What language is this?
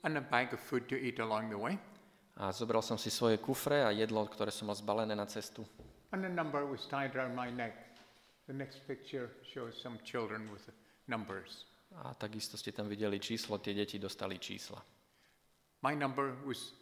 Slovak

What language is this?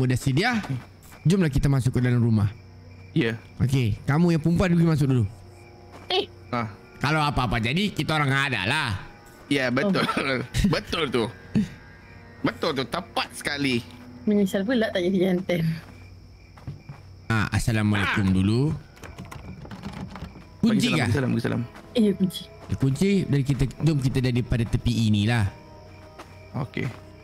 Malay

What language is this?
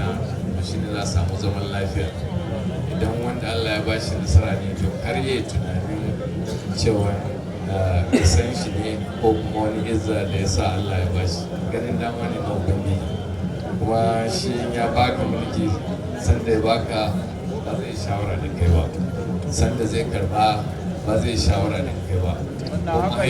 Hausa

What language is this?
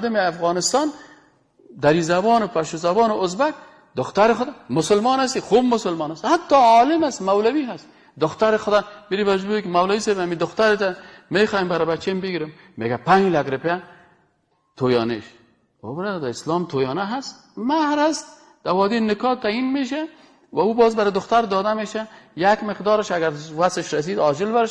Persian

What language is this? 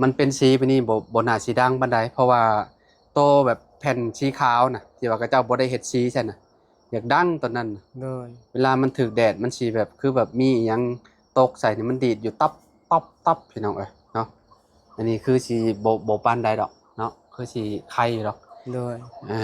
Lao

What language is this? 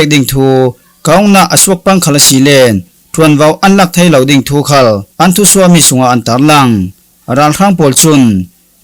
Falam Chin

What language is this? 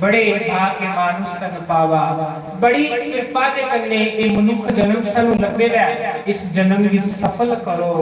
Dogri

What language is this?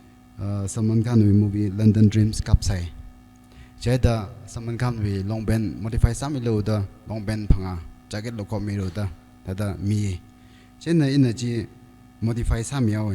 Tangkhul Naga (India)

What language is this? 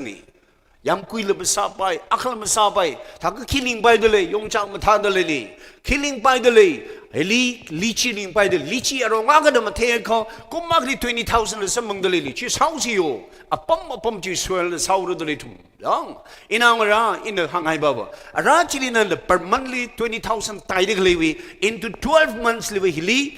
Tangkhul Naga (India)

